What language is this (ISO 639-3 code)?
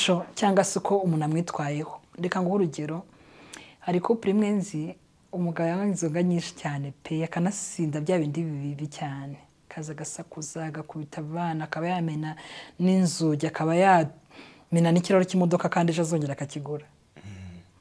kin